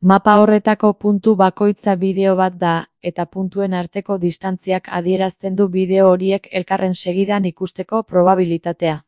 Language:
Basque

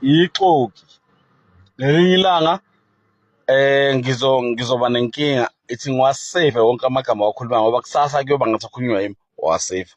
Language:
Zulu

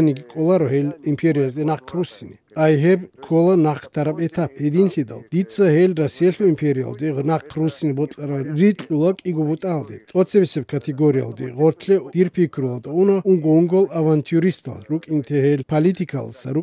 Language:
Avaric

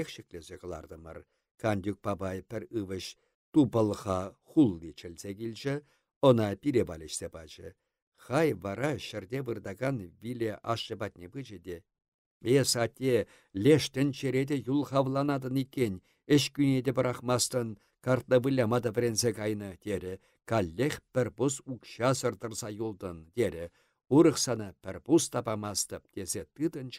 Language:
Chuvash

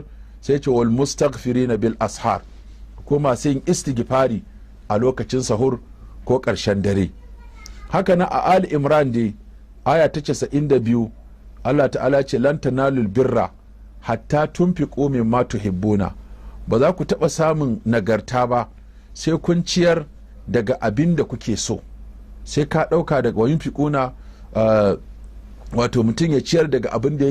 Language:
Hausa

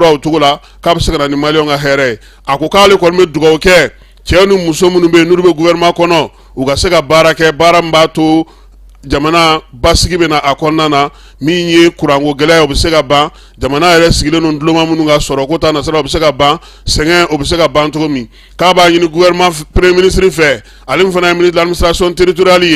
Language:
Bambara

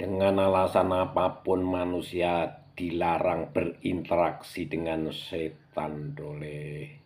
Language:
Javanese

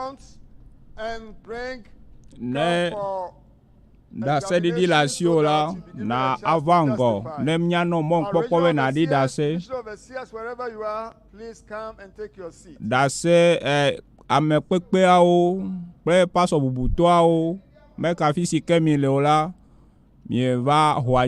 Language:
Ewe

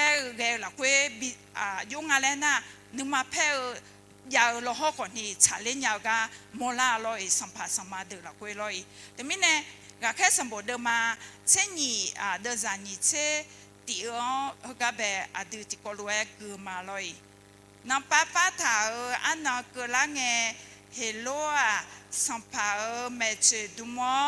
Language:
Akha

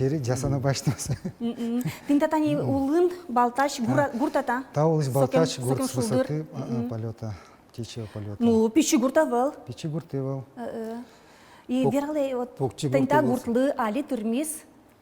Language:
Udmurt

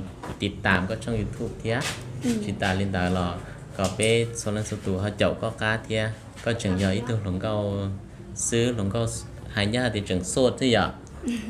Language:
Hmong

